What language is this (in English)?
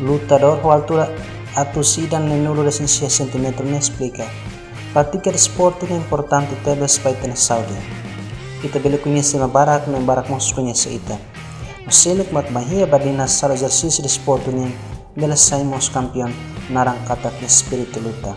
Tetum